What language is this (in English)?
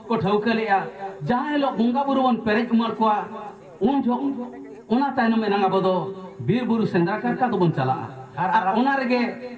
Santali